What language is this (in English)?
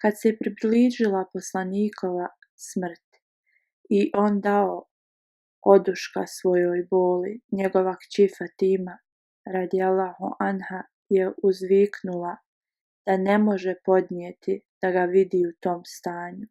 Bosnian